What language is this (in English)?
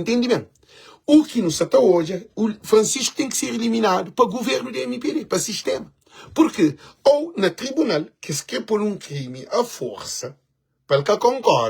Kabuverdianu